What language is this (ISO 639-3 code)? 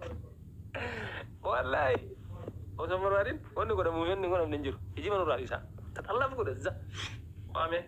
orm